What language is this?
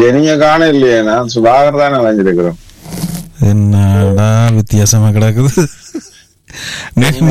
Tamil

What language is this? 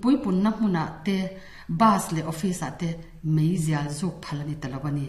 Mizo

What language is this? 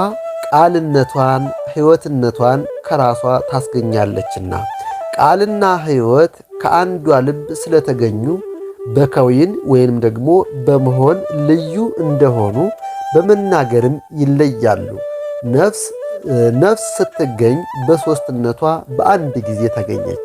Amharic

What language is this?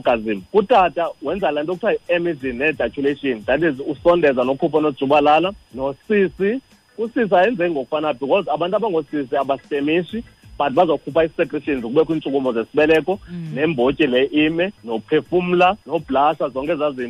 Xhosa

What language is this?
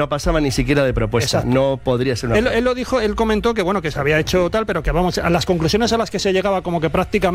Spanish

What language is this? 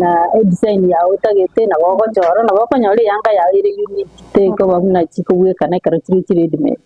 Gusii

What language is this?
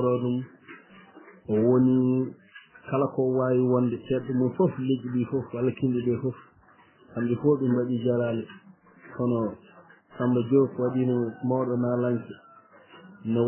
Fula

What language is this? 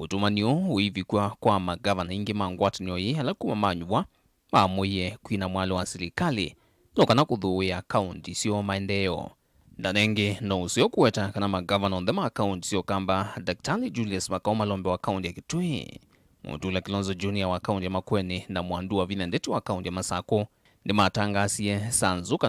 Kamba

